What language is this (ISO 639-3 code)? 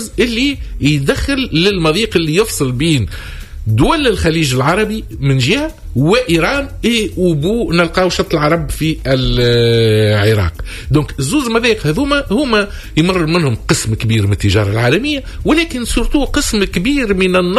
aeb